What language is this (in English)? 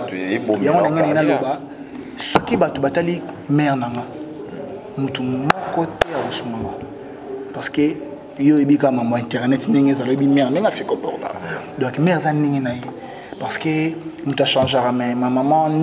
Lingala